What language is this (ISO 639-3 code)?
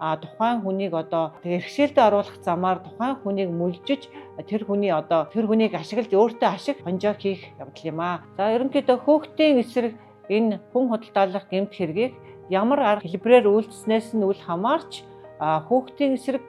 mon